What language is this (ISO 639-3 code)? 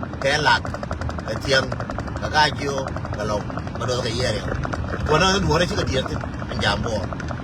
nus